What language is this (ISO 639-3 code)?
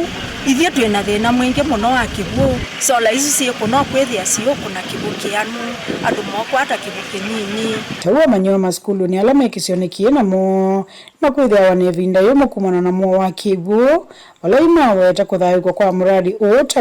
kam